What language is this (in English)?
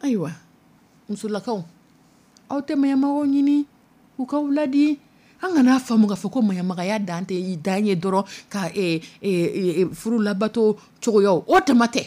Dyula